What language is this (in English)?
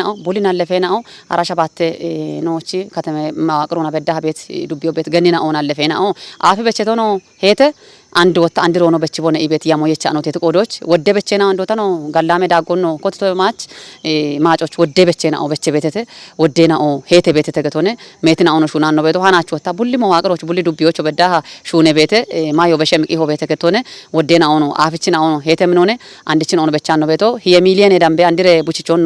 Kafa